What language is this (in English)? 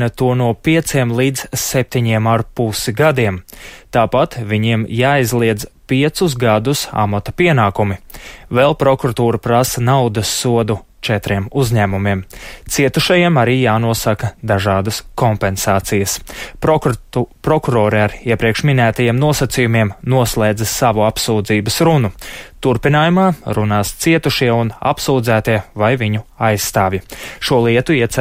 Latvian